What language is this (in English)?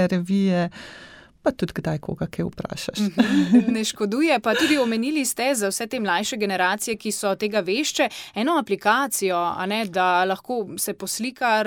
Slovenian